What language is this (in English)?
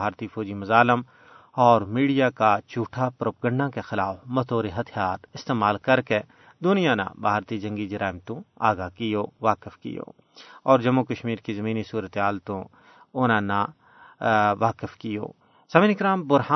Gujari